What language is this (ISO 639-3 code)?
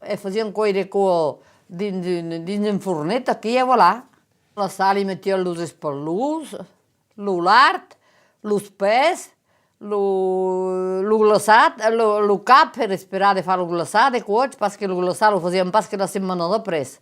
oci